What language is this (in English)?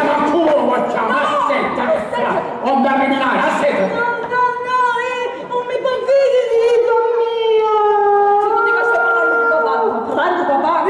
Sicilian